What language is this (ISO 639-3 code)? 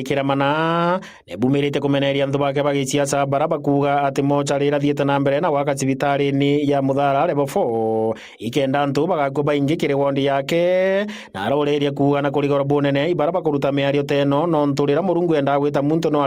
mer